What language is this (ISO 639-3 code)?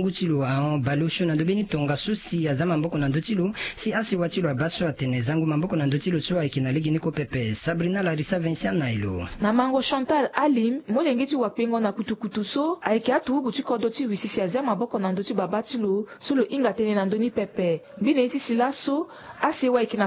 sag